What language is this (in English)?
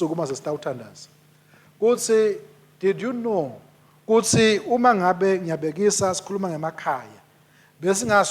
Swati